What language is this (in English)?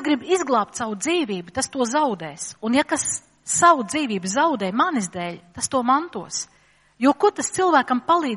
Latvian